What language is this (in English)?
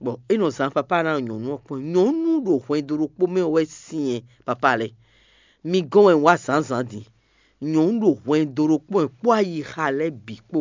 Fon